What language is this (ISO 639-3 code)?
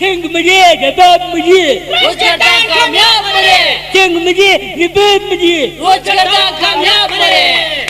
brh